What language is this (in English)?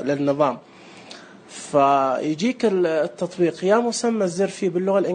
Najdi Arabic